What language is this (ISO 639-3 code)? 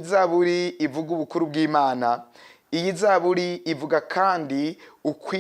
run